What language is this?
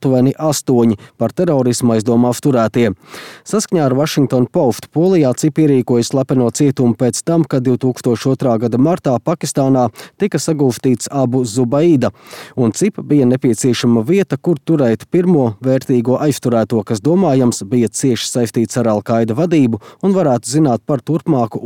Latvian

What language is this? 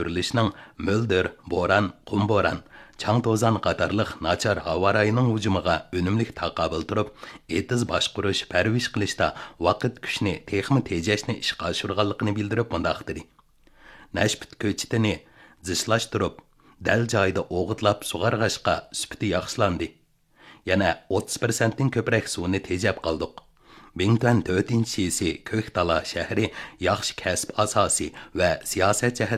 Uyghur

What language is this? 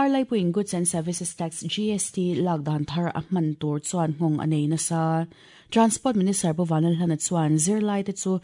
Mizo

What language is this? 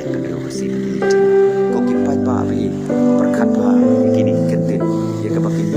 Khasi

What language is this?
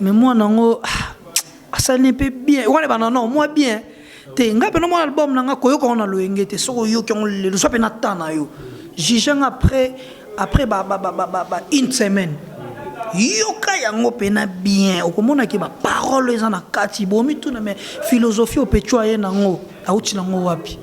Lingala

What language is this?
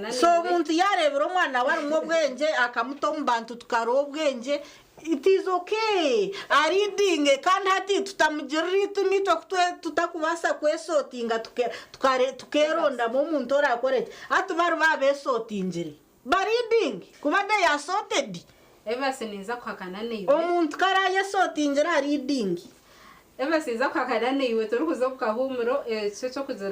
Nyankole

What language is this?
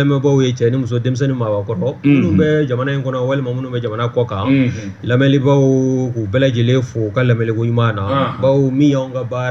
Bambara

